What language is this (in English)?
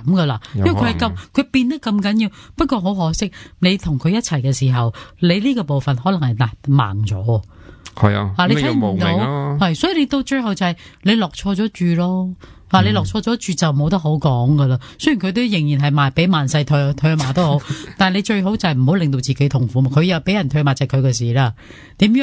Cantonese